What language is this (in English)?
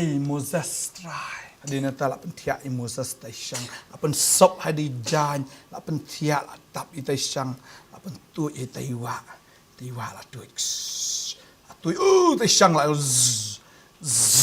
Khasi